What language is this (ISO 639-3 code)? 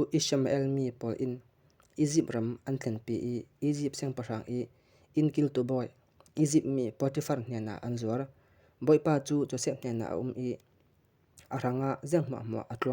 cfm